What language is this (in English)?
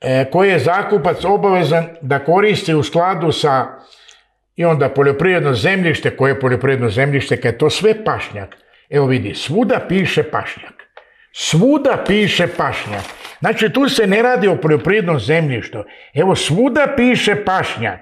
Serbian